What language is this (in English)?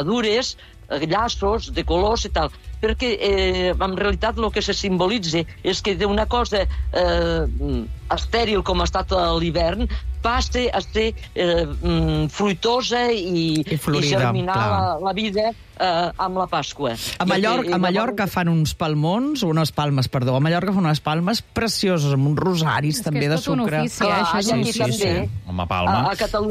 Catalan